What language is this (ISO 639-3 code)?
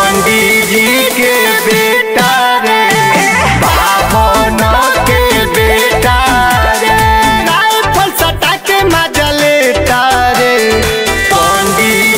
bho